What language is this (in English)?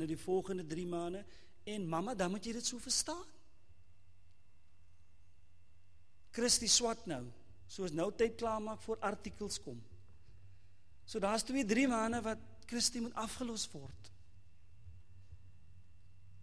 Afrikaans